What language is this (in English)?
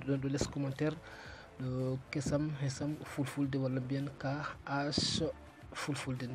Fula